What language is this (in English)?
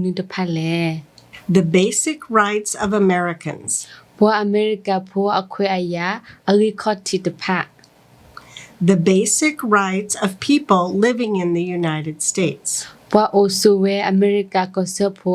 S'gaw Karen